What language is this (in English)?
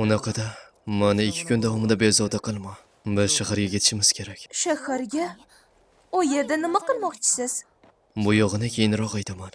Uzbek